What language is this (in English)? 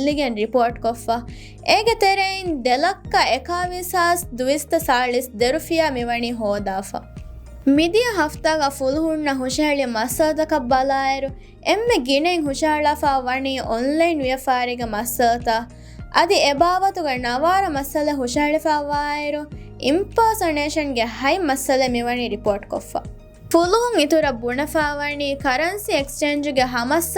Divehi